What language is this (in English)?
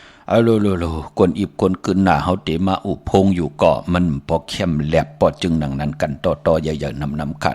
Shan